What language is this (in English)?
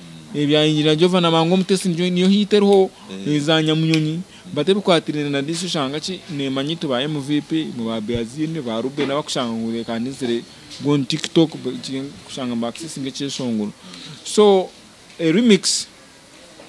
Nyankole